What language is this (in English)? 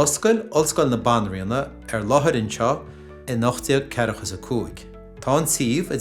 Irish